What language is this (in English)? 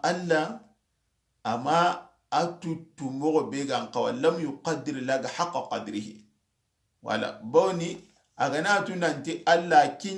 Soninke